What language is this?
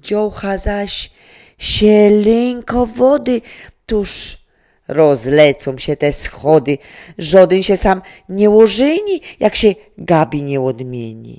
Silesian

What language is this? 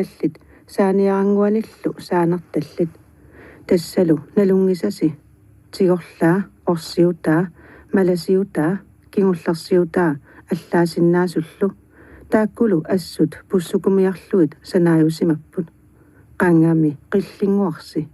Kalaallisut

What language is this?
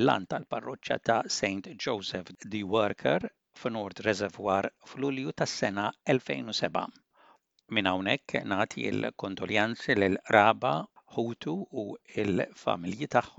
Maltese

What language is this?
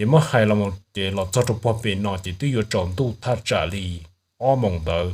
Hmong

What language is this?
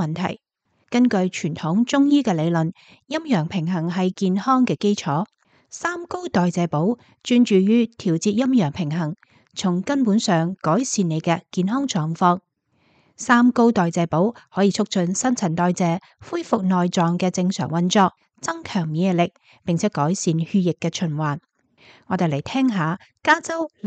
Cantonese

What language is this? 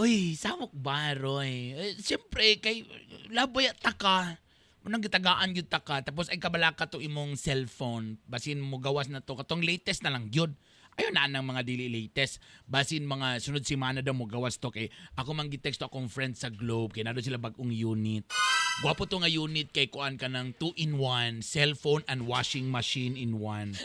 Cebuano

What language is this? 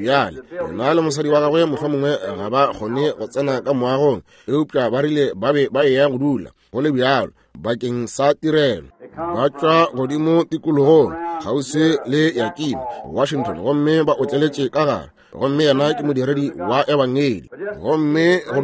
Northern Sotho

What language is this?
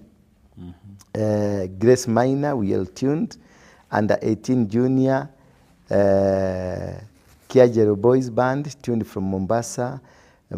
Kikuyu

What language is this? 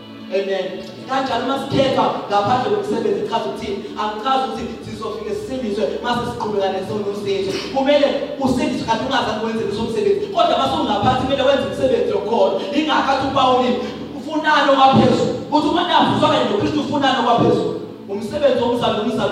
Zulu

